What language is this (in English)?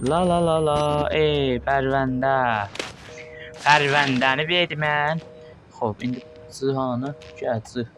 South Azerbaijani